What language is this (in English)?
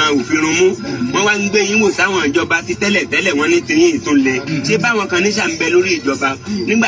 Yoruba